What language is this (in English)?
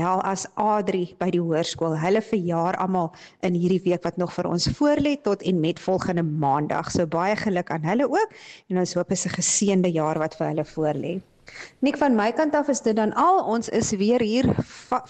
Afrikaans